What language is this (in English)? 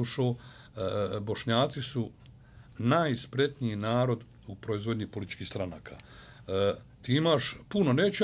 Bosnian